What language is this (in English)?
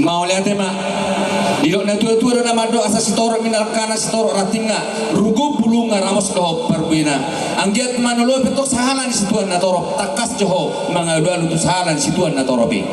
Batak Toba